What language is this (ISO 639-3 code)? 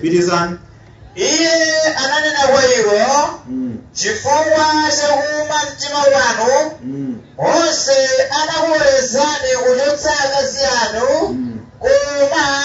nya